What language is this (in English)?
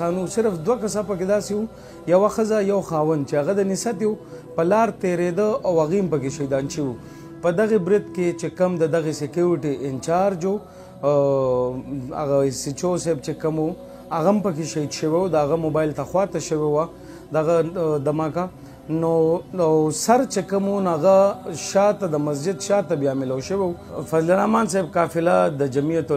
Pashto